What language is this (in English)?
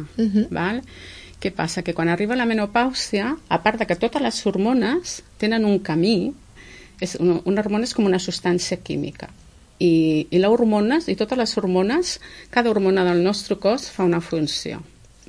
Catalan